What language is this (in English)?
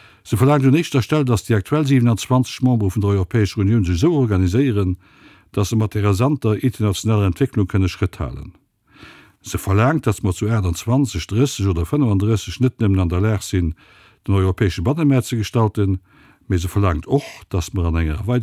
Luxembourgish